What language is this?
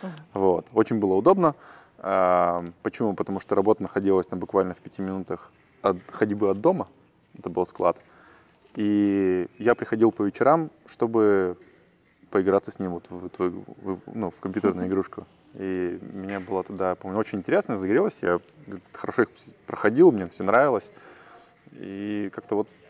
Russian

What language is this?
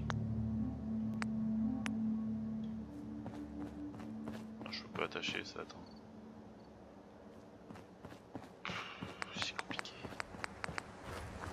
French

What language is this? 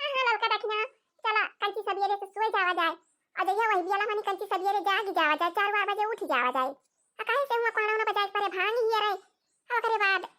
Awadhi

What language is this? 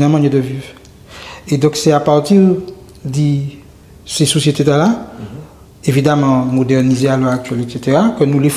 Guadeloupean Creole French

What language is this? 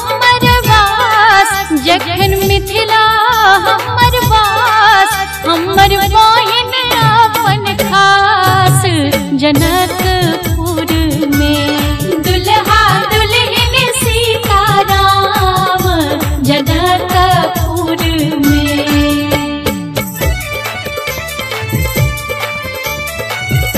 Maithili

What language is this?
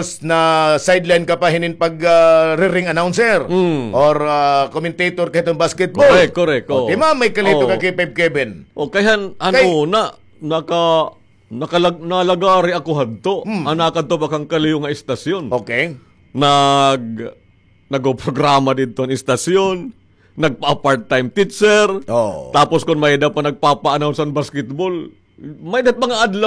Waray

